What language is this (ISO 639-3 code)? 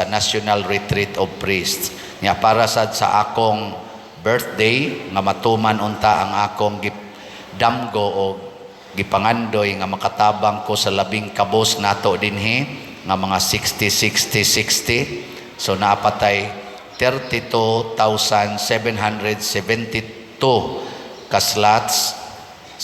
ceb